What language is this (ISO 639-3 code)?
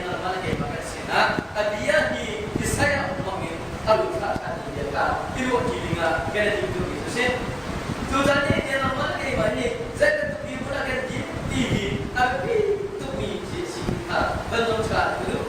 cnh